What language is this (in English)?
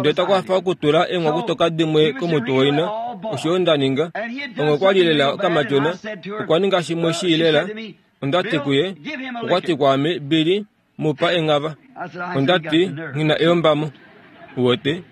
Kuanyama